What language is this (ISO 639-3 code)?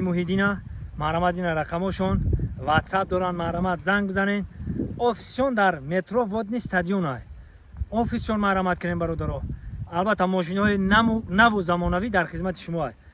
tgk